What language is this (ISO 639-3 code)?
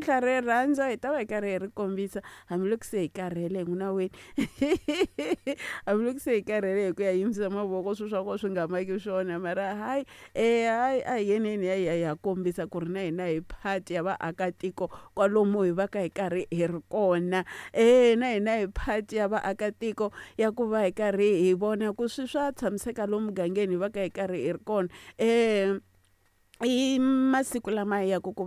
tso